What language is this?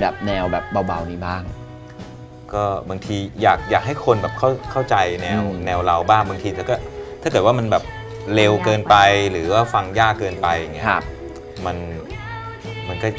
Thai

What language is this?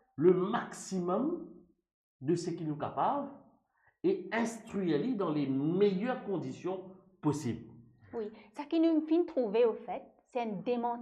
Morisyen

